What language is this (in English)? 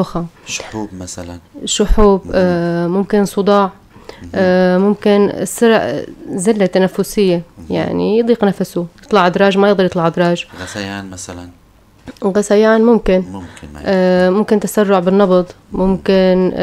North Levantine Arabic